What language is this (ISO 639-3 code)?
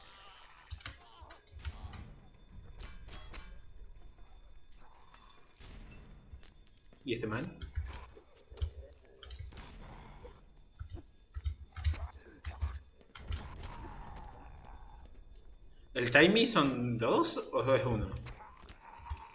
spa